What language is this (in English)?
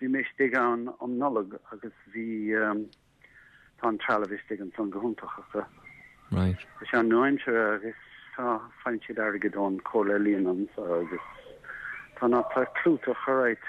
Irish